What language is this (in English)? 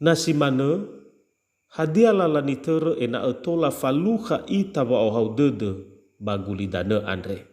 Nias